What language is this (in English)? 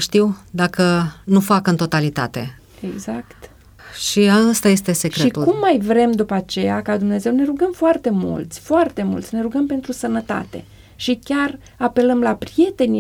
Romanian